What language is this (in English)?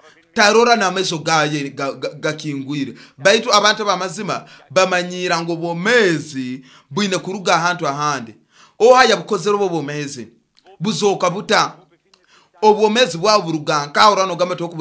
Nyoro